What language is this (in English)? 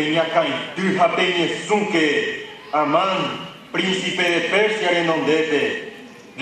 Guarani